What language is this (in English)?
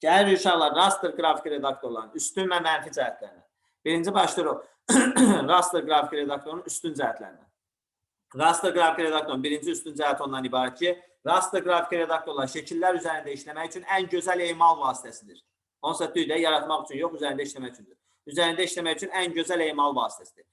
Azerbaijani